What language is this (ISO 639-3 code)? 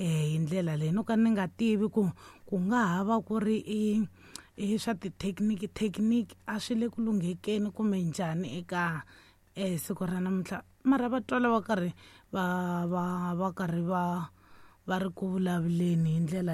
tso